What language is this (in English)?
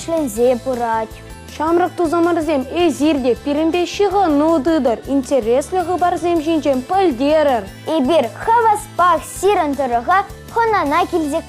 Chuvash